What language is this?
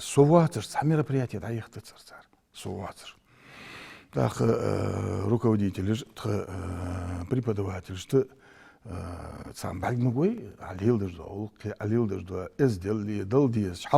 Ingush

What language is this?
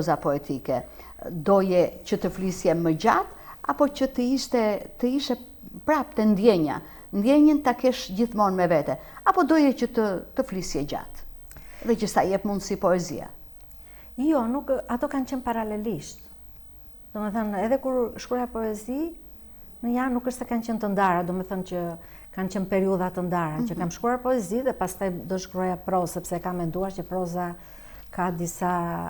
Albanian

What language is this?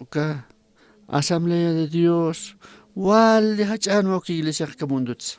Aymara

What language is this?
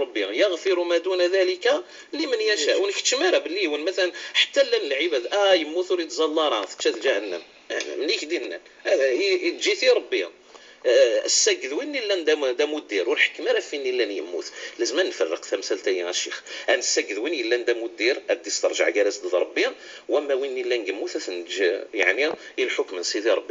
Kabyle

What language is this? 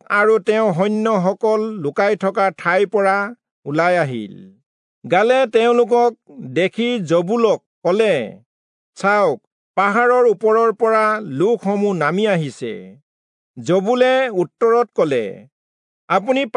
Assamese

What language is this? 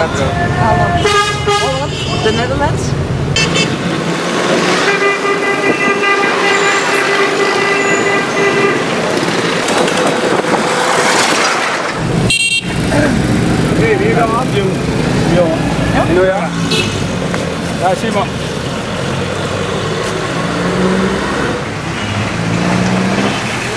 Dutch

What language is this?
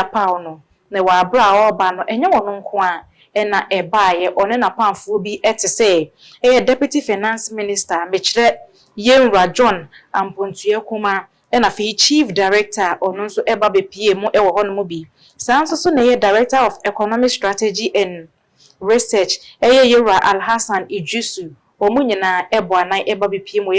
Akan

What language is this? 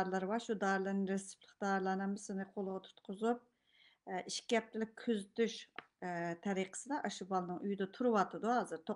Uyghur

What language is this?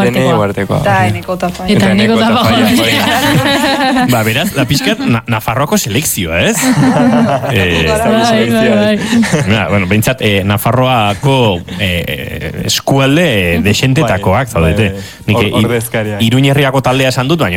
Basque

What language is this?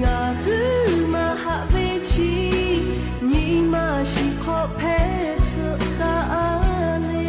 Lahu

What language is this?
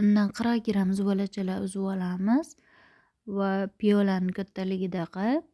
Uzbek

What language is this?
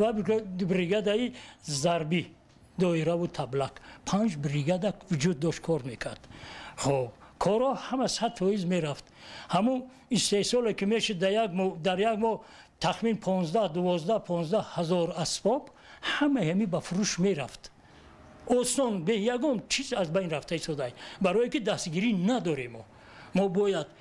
Tajik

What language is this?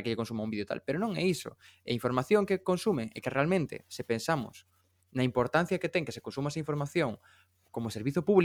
Galician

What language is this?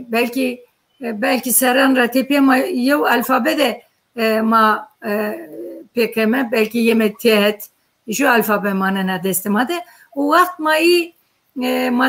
Zaza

